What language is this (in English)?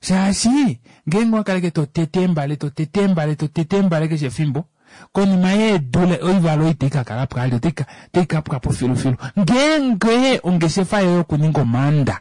Kuanyama